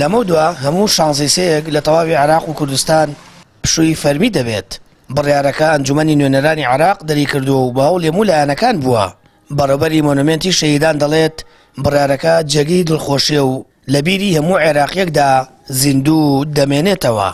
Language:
Central Kurdish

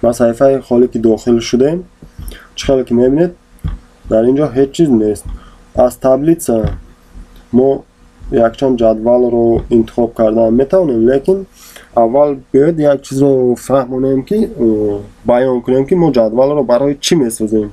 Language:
Tajik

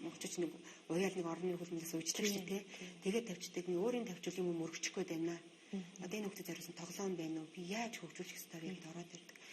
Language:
Mongolian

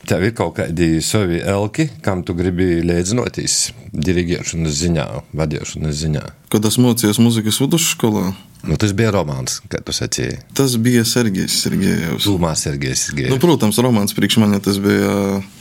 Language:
Latvian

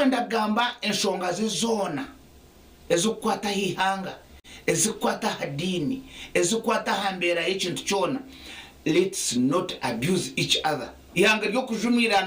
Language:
Nyankole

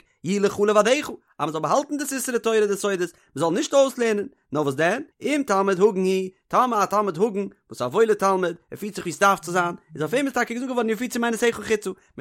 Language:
Yiddish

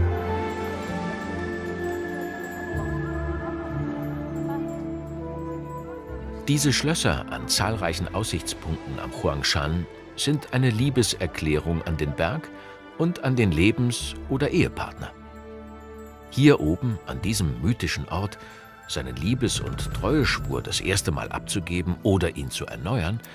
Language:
German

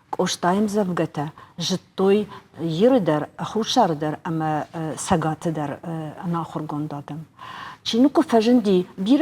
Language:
Ossetic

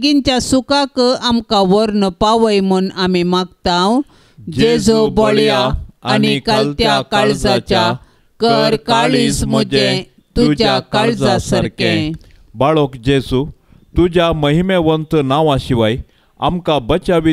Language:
Konkani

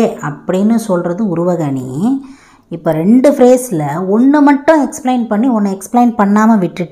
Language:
Tamil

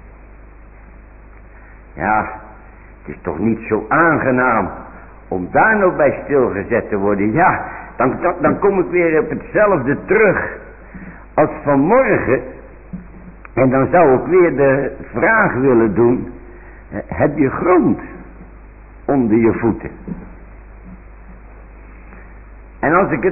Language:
Dutch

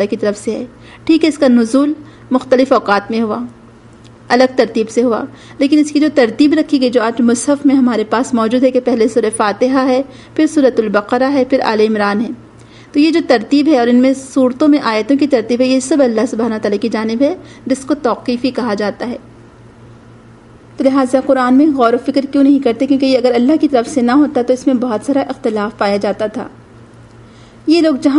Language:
Urdu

